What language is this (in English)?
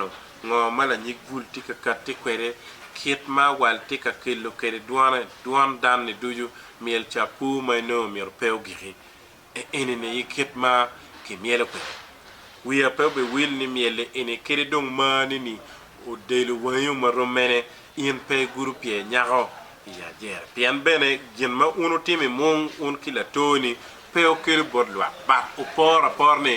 Acoli